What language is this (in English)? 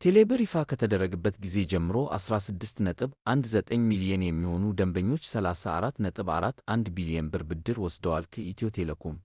Amharic